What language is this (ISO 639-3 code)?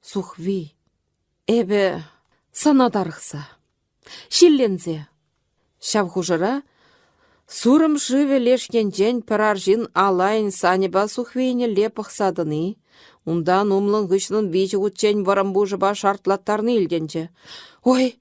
chv